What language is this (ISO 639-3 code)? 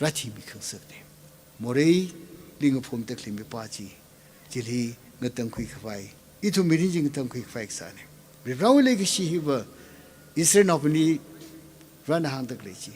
nmf